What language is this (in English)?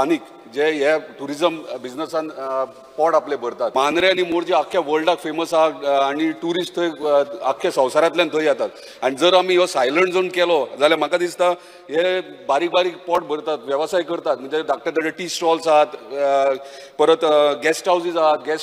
Konkani